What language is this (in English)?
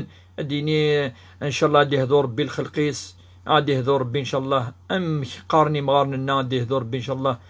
Kabyle